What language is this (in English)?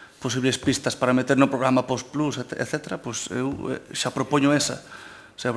Galician